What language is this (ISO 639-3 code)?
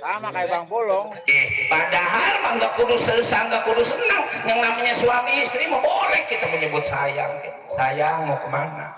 bew